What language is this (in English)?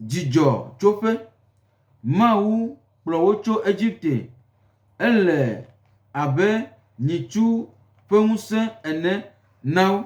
Gen